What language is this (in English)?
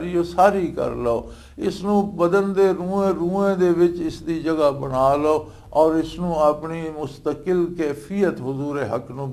Western Panjabi